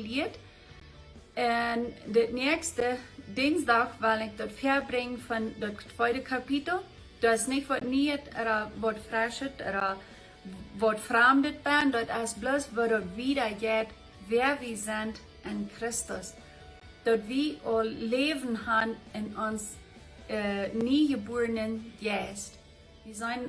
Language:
Plautdietsch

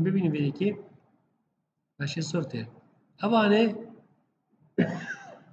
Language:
Persian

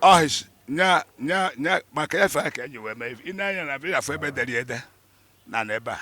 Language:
Igbo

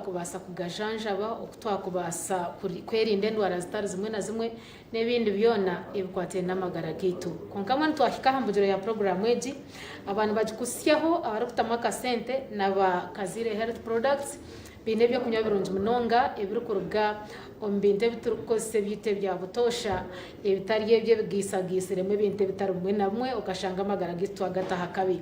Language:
Nyankole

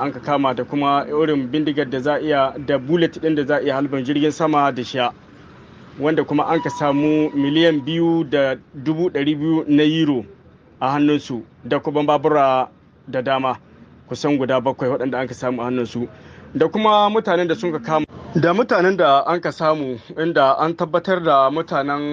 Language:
Hausa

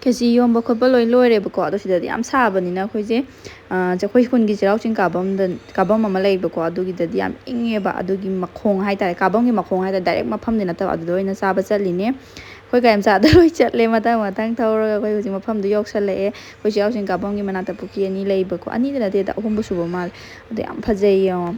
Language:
Manipuri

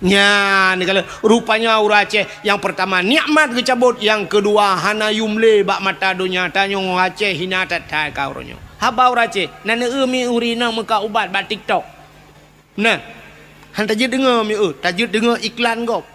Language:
Achinese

